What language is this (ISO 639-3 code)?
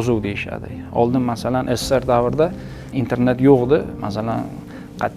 uzb